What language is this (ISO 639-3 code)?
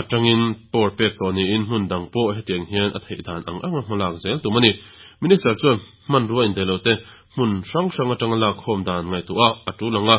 lus